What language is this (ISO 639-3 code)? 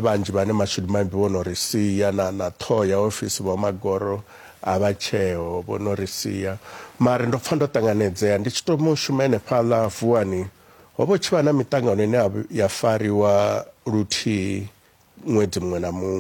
ven